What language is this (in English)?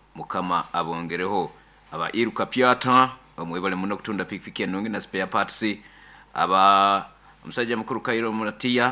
Nyoro